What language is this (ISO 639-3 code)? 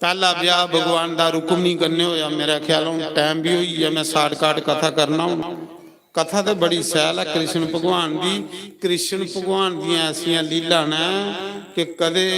doi